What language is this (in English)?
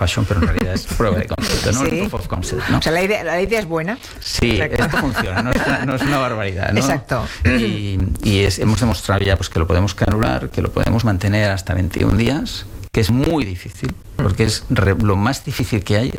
Spanish